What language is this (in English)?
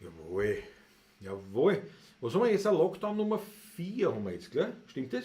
Bavarian